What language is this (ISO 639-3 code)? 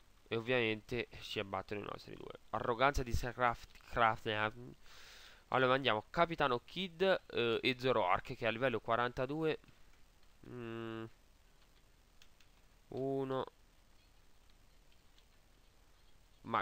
ita